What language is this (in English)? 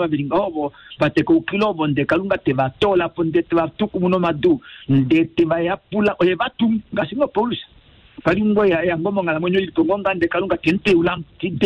Kuanyama